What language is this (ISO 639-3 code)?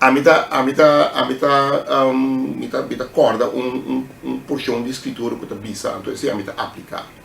pap